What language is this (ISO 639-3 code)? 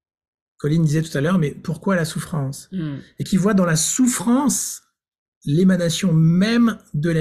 fra